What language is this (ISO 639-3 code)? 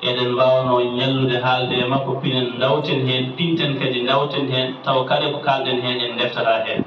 ful